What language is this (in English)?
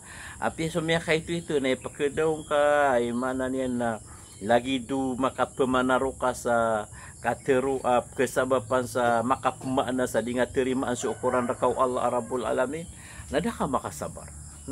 Maranao